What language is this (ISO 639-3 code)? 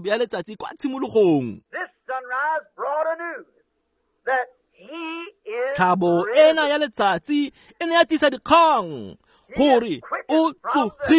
tsn